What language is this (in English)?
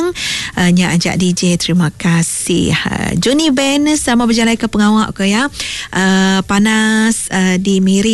Iban